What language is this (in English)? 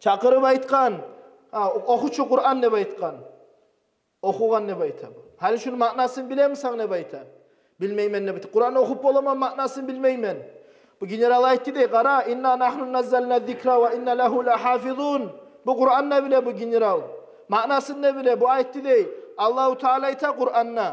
Kumyk